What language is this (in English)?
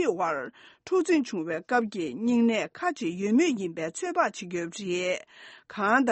Tibetan